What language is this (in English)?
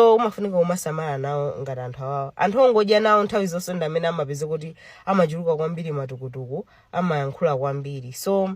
Nyanja